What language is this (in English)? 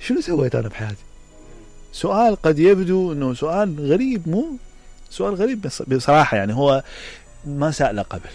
Mesopotamian Arabic